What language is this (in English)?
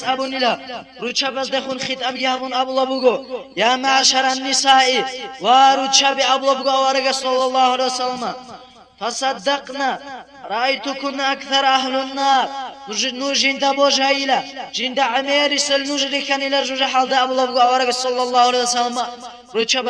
Avaric